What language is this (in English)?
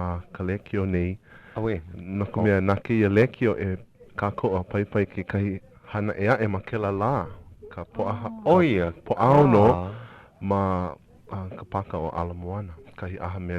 Hawaiian